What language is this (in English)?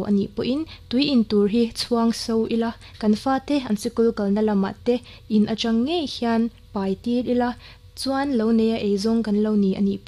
Mizo